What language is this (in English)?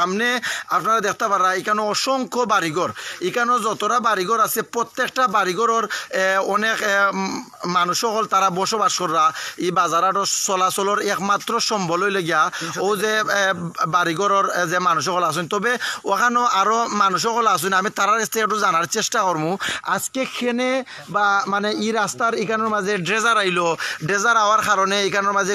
Sylheti